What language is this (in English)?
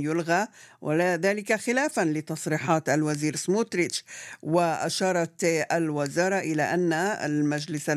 Arabic